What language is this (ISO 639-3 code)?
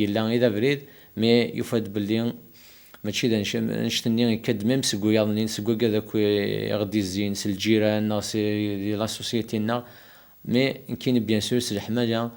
kab